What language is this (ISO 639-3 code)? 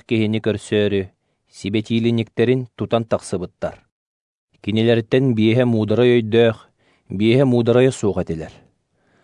sah